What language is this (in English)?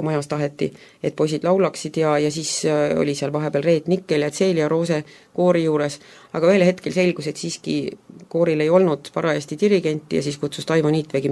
Estonian